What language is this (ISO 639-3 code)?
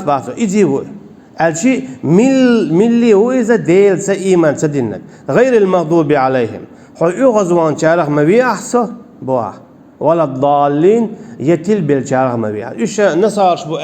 che